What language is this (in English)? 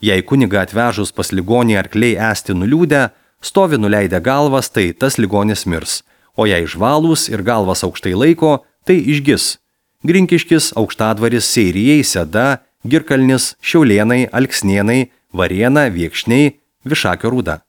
Lithuanian